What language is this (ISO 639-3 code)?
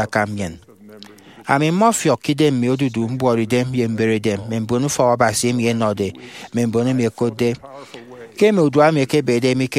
efi